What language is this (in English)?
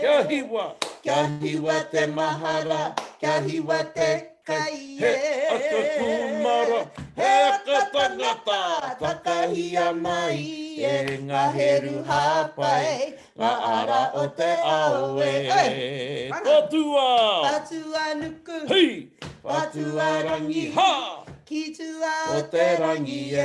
Māori